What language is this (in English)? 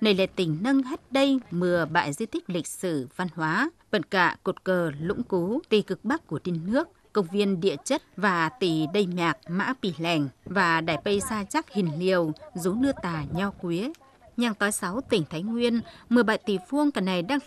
Tày